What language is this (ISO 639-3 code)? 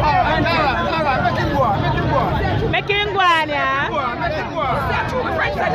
jam